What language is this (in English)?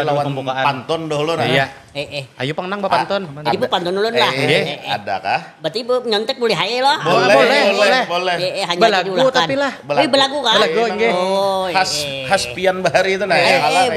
Banjar